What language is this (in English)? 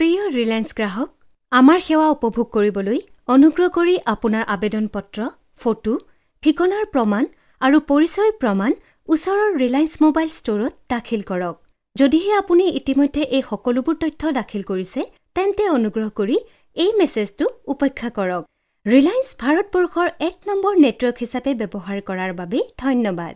Assamese